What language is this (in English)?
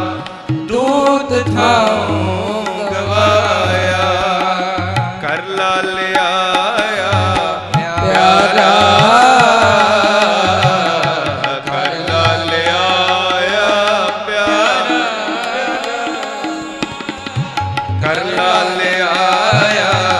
Punjabi